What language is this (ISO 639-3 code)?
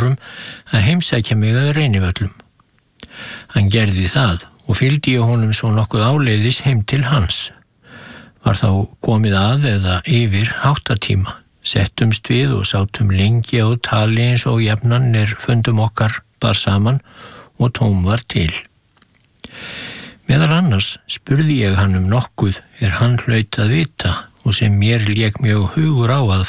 isl